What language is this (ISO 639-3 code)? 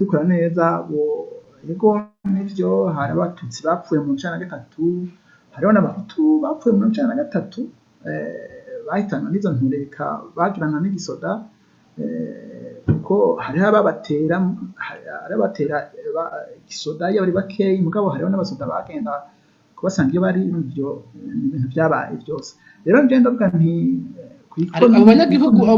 run